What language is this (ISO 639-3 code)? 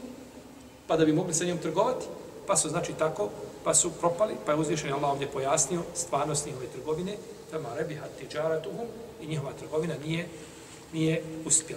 bos